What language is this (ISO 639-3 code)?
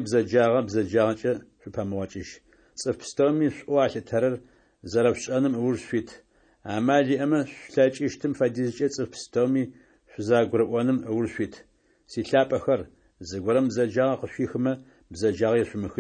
ady